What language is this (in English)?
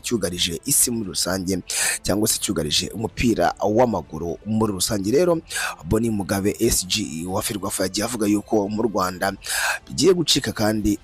Kinyarwanda